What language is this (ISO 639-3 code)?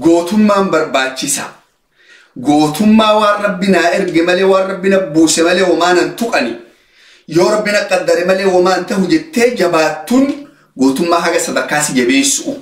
orm